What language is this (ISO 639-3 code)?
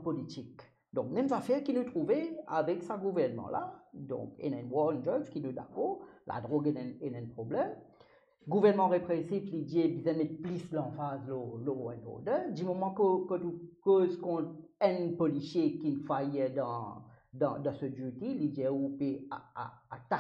mfe